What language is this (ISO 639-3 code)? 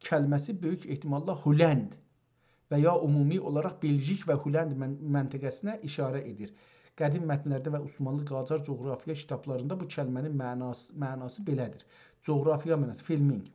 azb